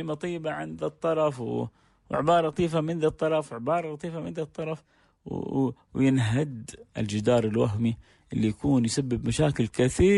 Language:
Najdi Arabic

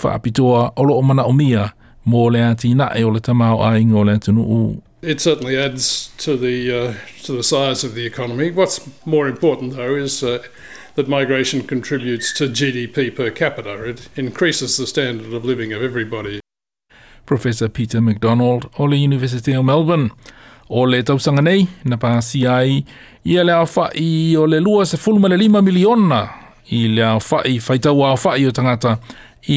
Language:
Samoan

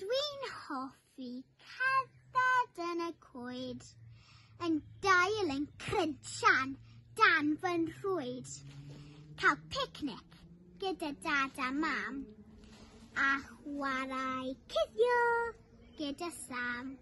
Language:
Welsh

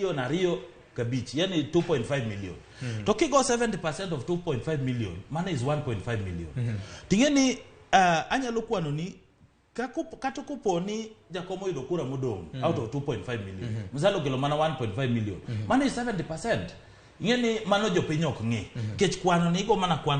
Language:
Luo (Kenya and Tanzania)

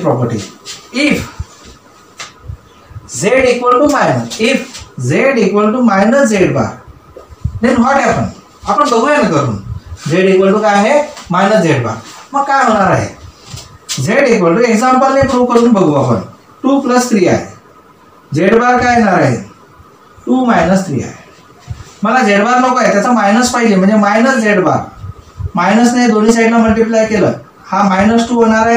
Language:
Marathi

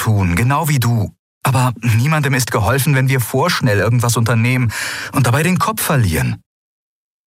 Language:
German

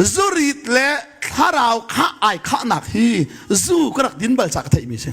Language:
Hakha Chin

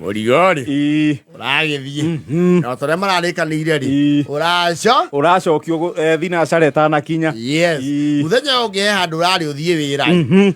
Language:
Kikuyu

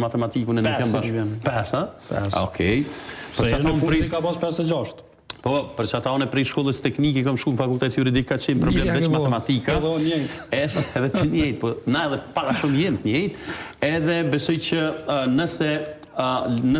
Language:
Albanian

